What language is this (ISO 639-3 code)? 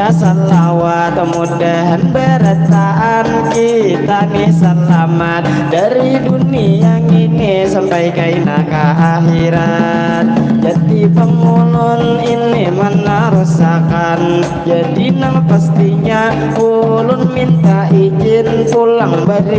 bjn